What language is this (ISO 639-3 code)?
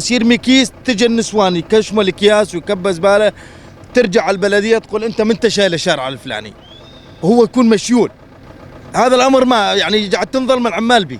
apc